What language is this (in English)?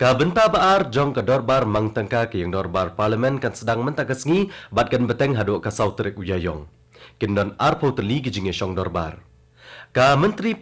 Khasi